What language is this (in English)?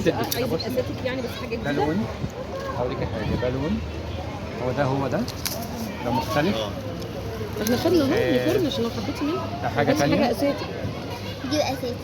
Egyptian Arabic